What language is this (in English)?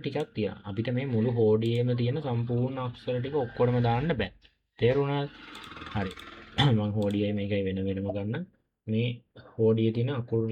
Sinhala